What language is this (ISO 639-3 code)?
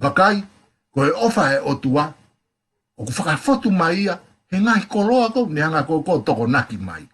ton